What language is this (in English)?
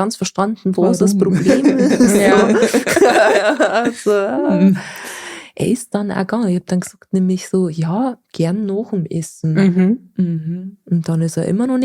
Bavarian